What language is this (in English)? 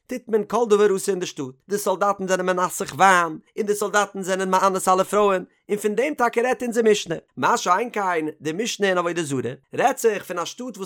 Yiddish